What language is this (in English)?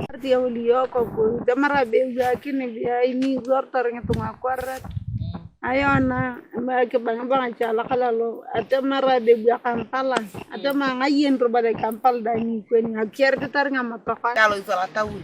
Teso